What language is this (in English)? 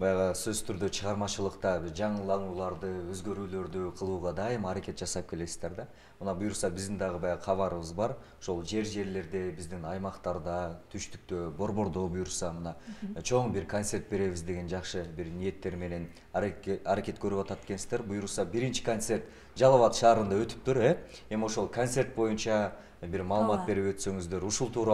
Kyrgyz